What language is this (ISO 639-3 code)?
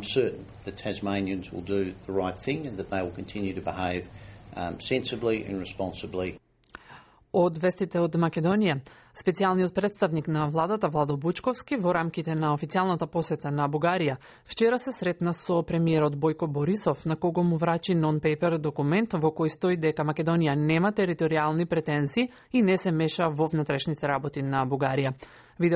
mkd